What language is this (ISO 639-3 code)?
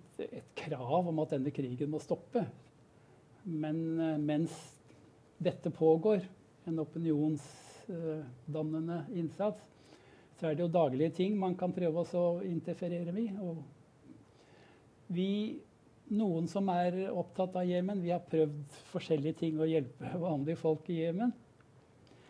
nor